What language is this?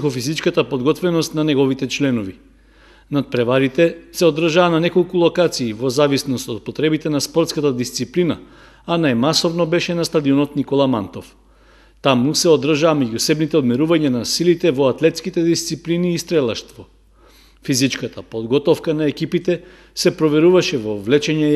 Macedonian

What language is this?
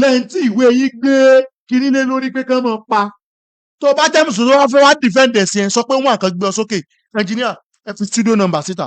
Yoruba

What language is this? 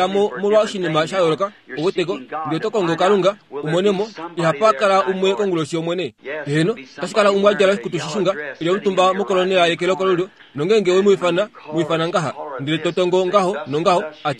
Kuanyama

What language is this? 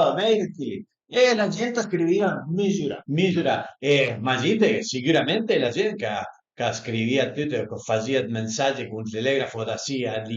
Piedmontese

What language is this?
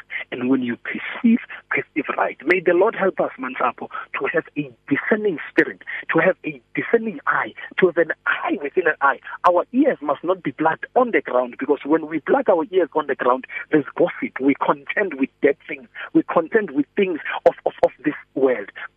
English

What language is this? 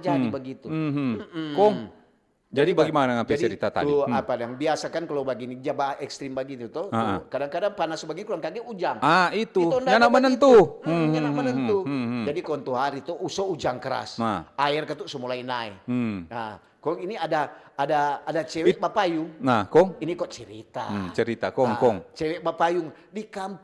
Manado Malay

